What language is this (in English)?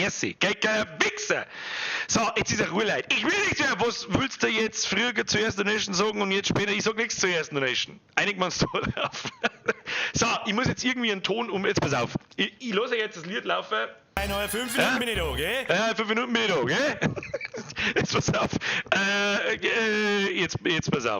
Bavarian